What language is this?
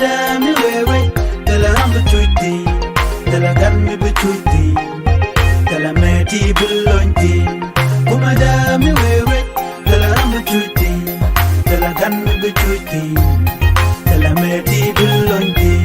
Nuer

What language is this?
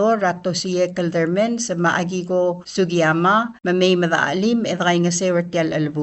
Palauan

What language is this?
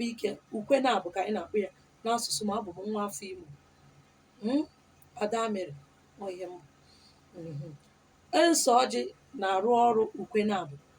Igbo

